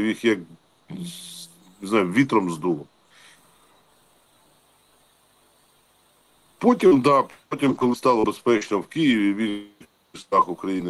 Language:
Ukrainian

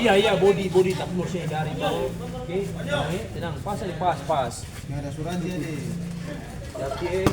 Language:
Ambonese Malay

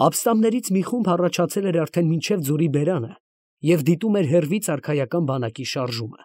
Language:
Armenian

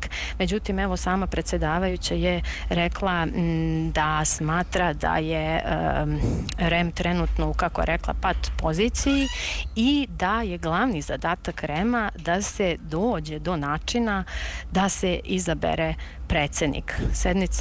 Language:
Serbian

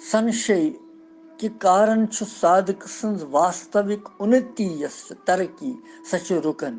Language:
Kashmiri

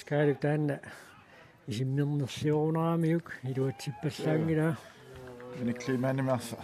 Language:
Kalaallisut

